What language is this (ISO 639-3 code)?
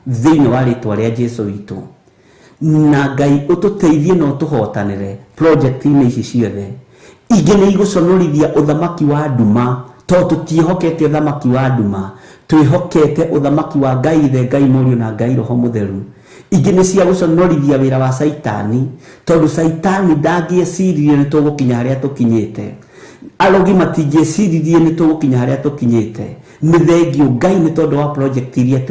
kik